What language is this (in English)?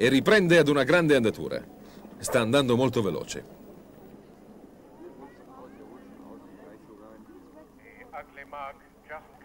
Italian